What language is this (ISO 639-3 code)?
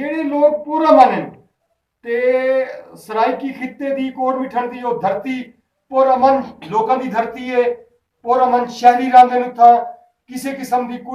skr